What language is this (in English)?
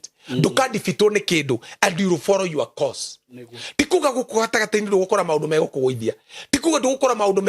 Kikuyu